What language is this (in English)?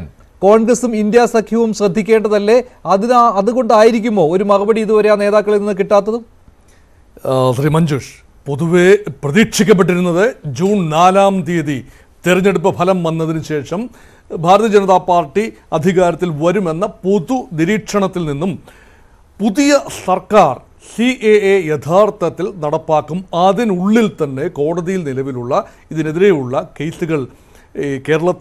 Malayalam